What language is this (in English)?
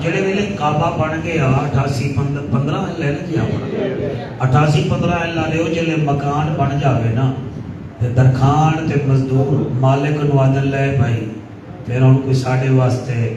Saraiki